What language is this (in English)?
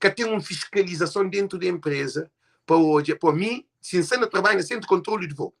Kabuverdianu